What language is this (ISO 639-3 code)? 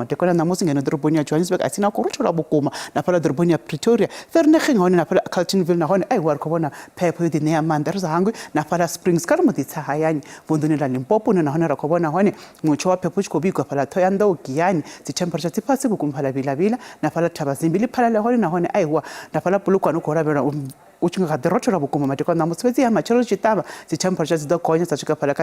ven